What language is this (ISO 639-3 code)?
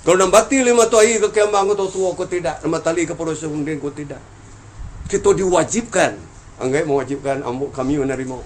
min